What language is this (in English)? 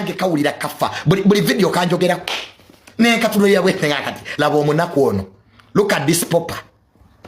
Ganda